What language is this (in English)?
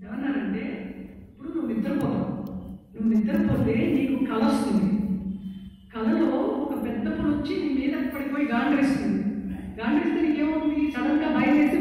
Telugu